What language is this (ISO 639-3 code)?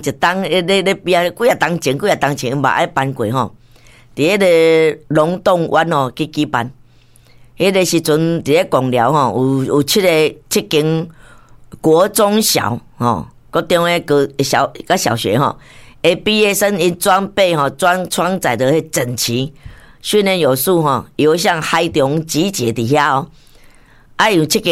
nan